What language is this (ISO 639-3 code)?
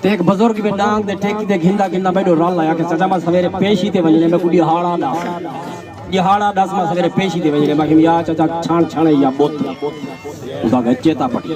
skr